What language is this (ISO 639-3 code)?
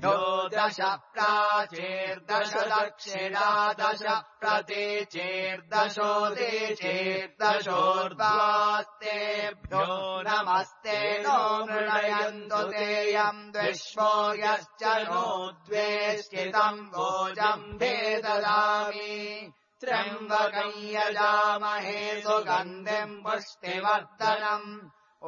san